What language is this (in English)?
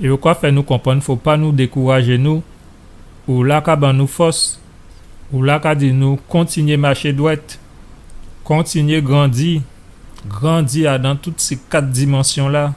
Guadeloupean Creole French